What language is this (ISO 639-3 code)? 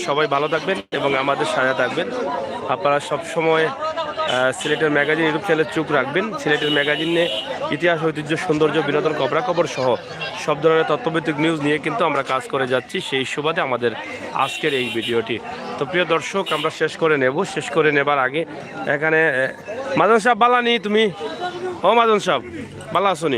syl